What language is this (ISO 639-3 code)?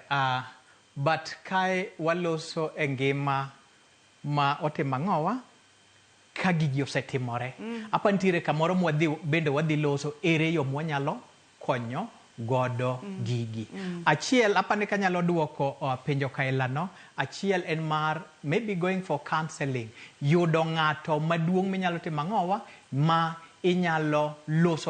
luo